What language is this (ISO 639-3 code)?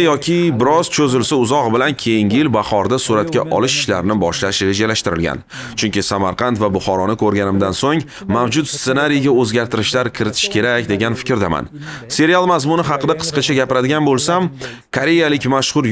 uzb